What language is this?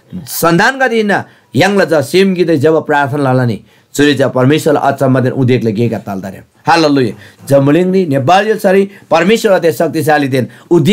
Eastern Tamang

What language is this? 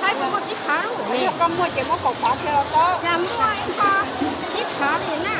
Hmong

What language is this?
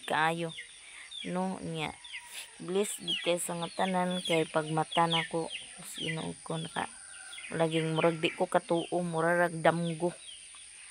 Cebuano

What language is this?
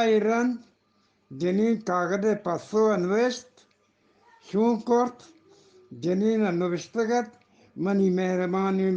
Eastern Balochi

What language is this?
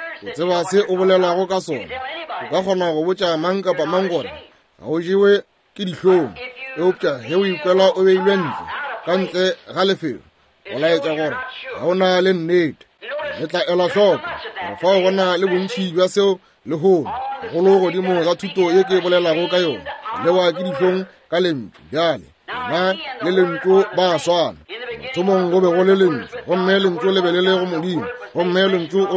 Northern Sotho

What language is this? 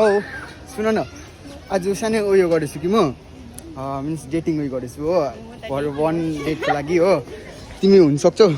Nepali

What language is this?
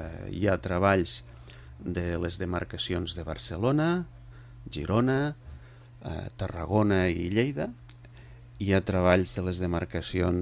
Catalan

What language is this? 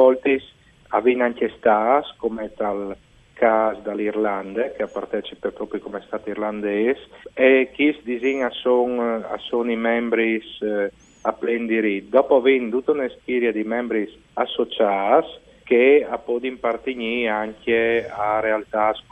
Friulian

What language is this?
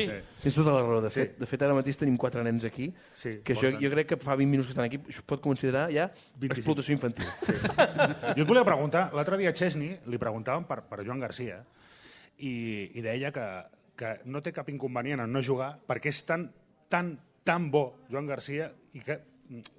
Catalan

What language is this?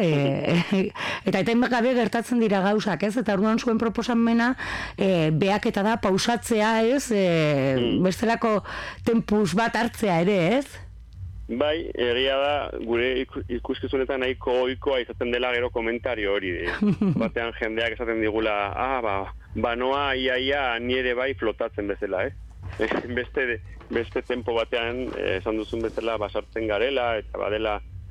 Basque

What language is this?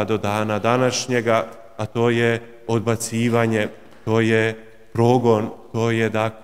Croatian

